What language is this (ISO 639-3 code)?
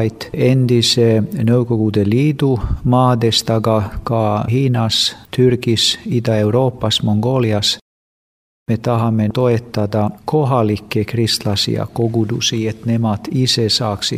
est